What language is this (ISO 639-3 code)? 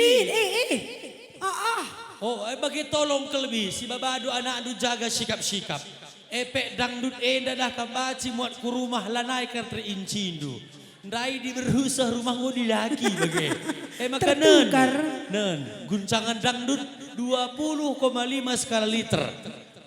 btx